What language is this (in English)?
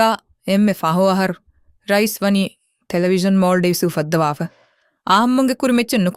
Divehi